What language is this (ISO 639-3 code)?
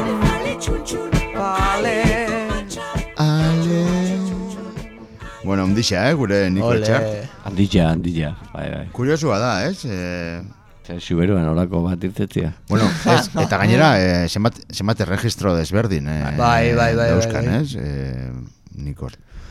eus